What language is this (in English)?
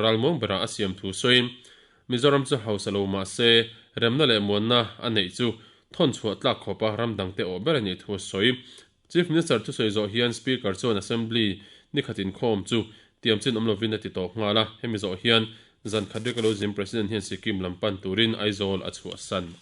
Mizo